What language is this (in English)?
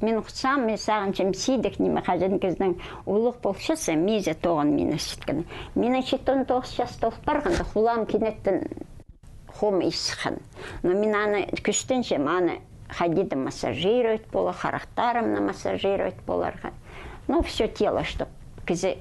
Khakas